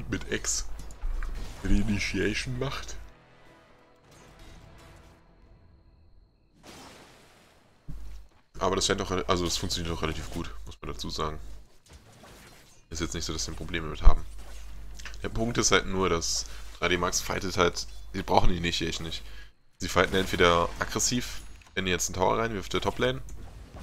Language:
German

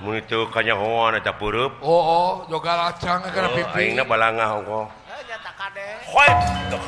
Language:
Sundanese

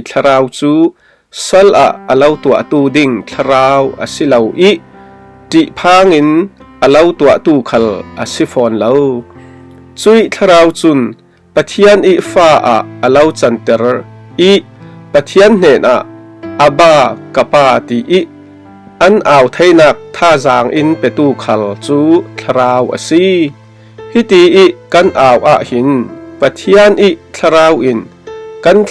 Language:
Falam Chin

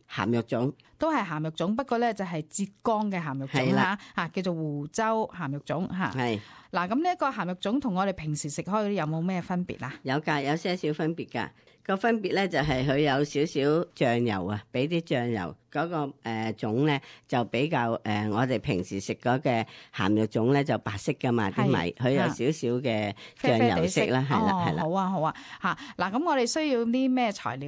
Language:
Cantonese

